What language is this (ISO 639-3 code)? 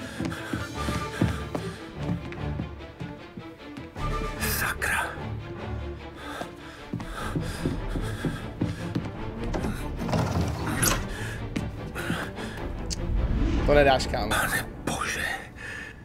ces